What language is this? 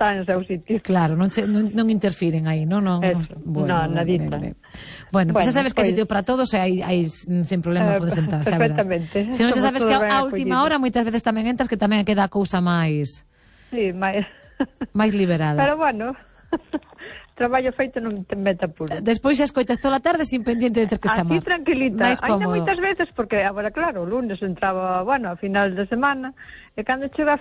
Galician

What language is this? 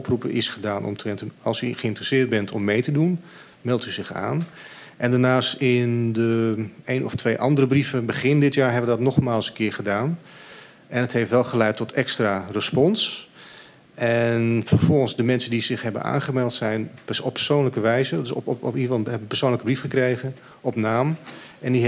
Dutch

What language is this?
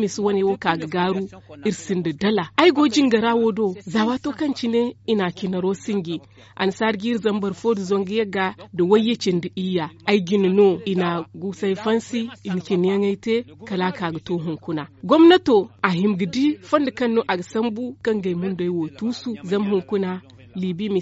Zarma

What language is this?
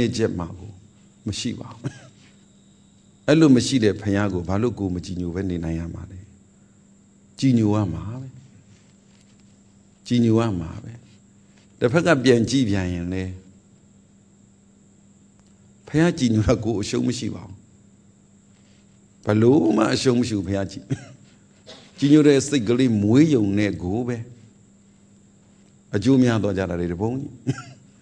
Burmese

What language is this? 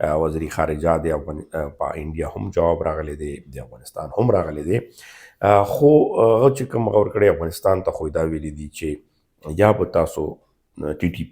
Pashto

